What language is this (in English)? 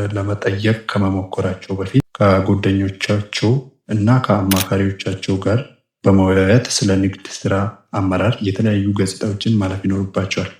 Amharic